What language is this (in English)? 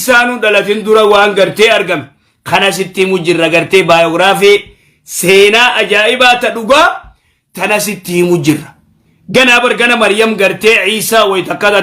Oromo